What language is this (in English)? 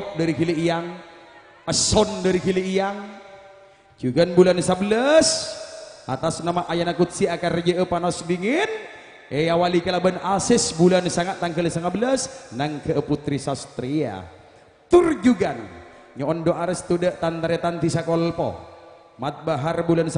Madurese